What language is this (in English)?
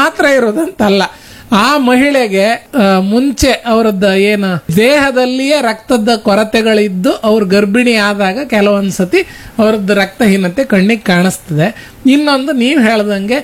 Kannada